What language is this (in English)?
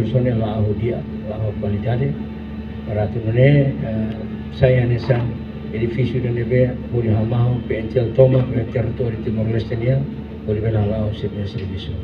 Tetum